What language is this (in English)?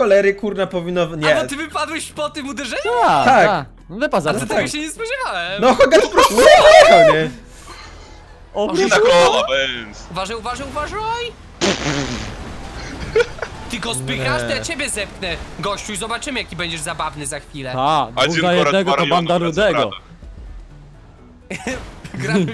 Polish